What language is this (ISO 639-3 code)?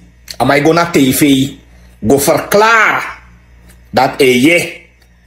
srn